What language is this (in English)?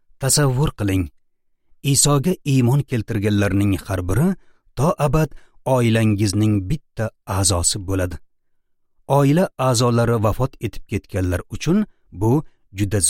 Uzbek